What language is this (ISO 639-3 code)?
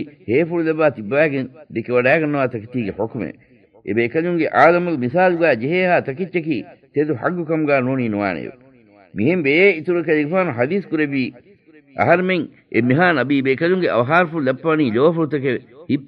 div